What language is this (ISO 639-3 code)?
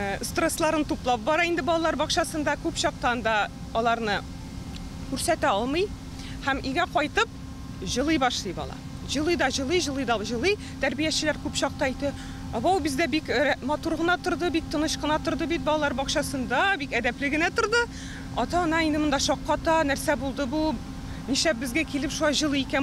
tat